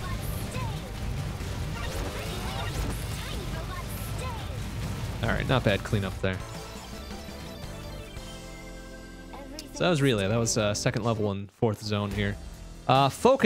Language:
English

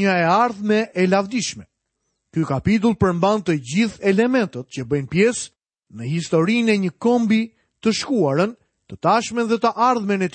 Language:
Albanian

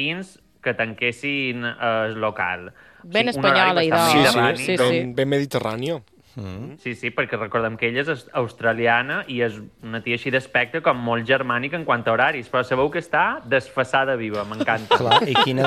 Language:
Catalan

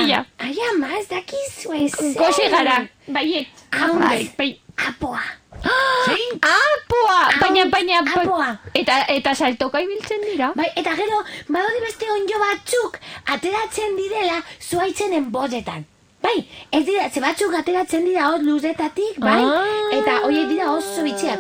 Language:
Basque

